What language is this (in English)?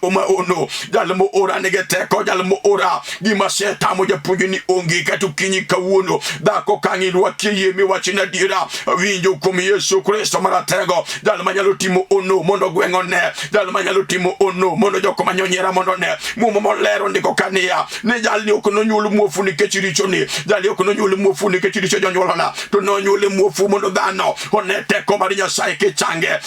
Luo (Kenya and Tanzania)